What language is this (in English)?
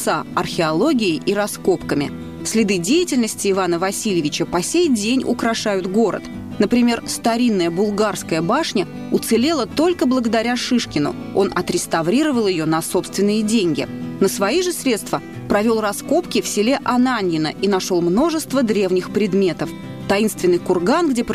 Russian